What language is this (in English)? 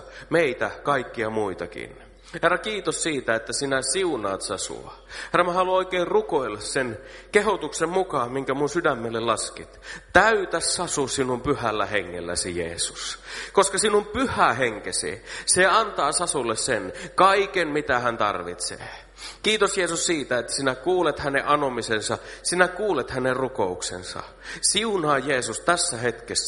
Finnish